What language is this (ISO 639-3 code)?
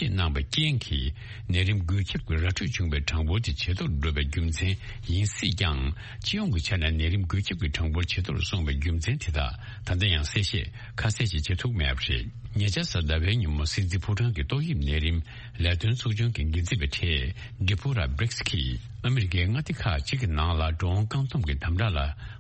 bod